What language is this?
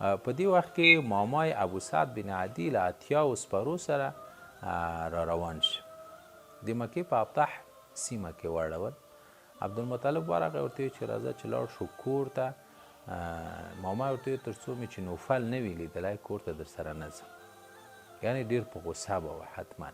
Pashto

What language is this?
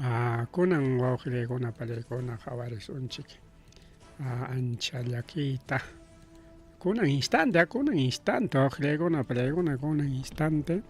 Ayacucho Quechua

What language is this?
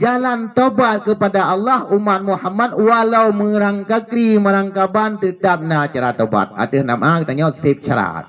Achinese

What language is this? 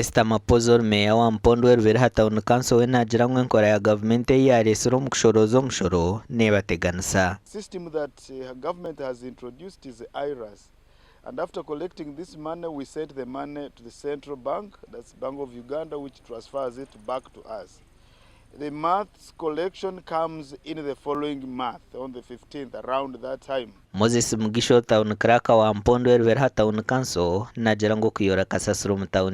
Nyankole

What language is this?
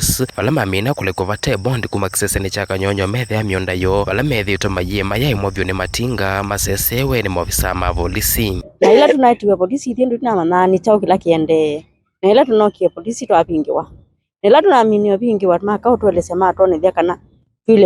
Kamba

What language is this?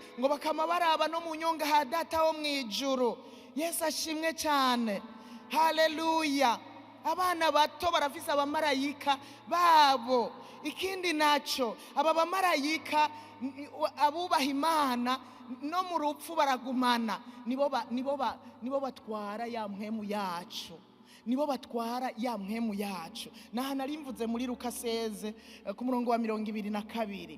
Rundi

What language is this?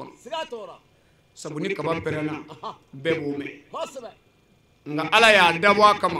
Bambara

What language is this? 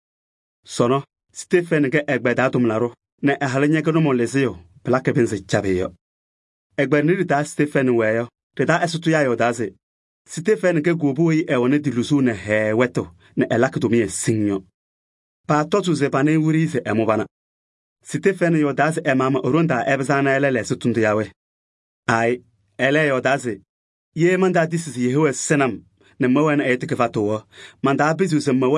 Kabiyè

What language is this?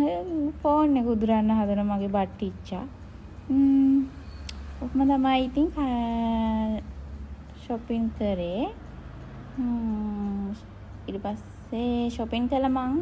Sinhala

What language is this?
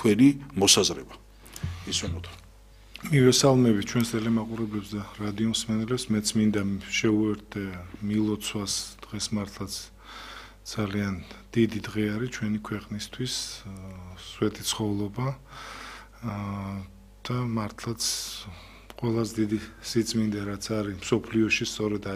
Georgian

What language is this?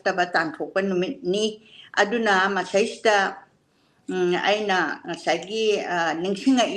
Manipuri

